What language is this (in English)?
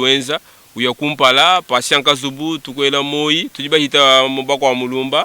Luba-Lulua